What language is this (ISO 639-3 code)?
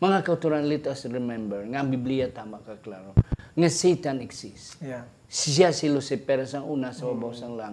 hil